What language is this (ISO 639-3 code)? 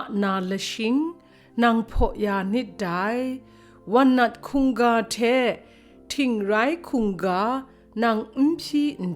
kac